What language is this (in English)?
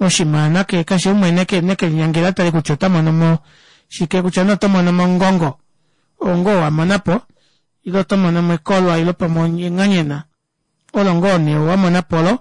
Kuanyama